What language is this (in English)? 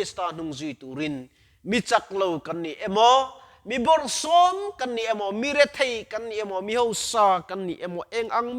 Mizo